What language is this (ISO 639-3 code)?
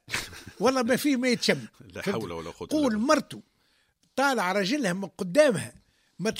aeb